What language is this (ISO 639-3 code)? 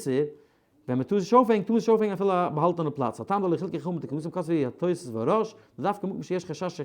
yid